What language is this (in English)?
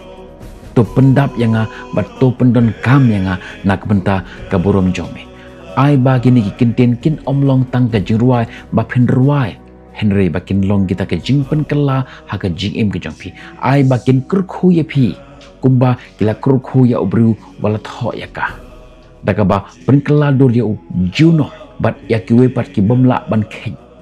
Khasi